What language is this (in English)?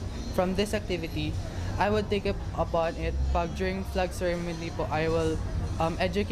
Bikol